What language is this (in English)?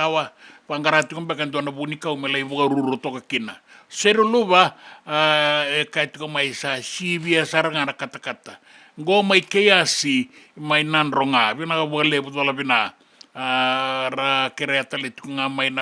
Fijian